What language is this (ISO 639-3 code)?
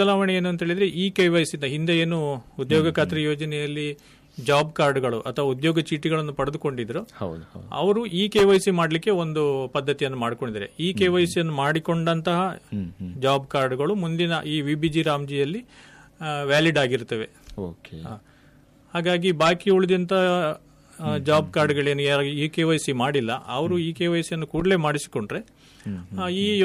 kan